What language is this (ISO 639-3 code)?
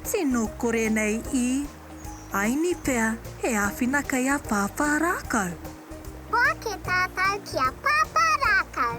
mri